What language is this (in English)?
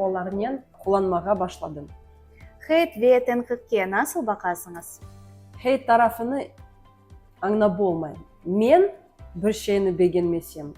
Crimean Tatar